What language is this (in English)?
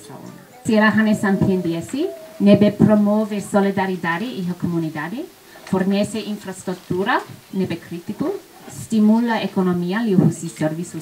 Tetum